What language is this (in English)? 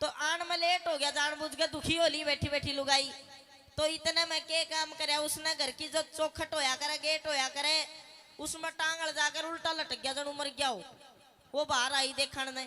Haryanvi